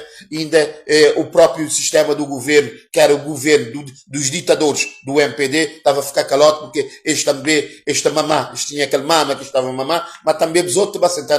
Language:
Kabuverdianu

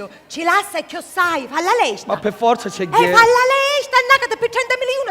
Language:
Sicilian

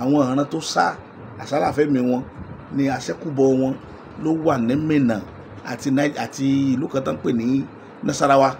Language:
Yoruba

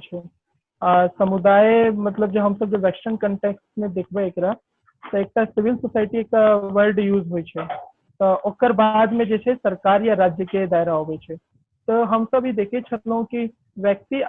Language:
Maithili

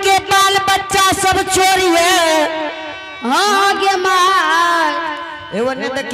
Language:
Angika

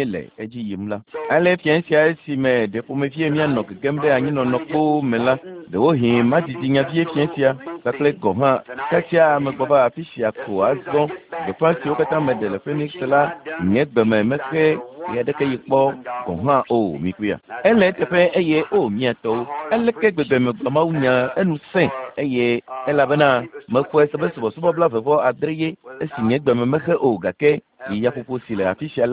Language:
Ewe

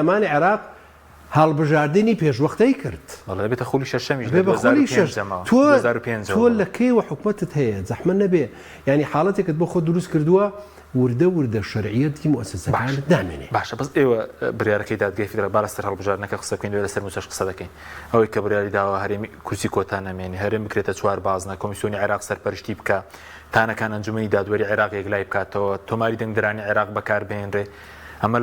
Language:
Central Kurdish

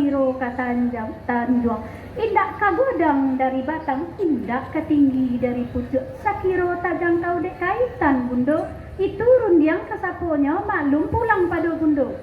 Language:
Minangkabau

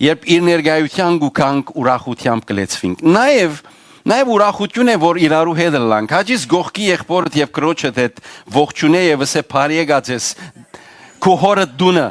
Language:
Western Armenian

